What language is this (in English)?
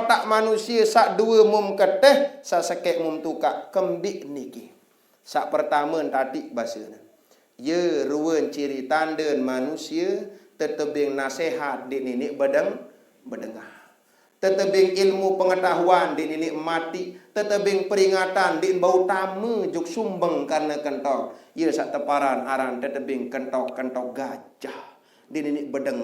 Sasak